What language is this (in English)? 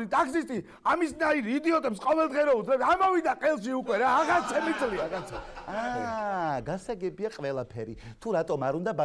Georgian